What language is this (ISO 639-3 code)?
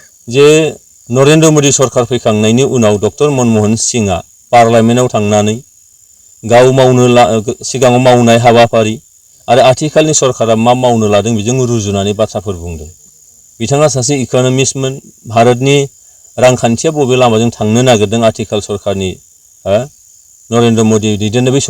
brx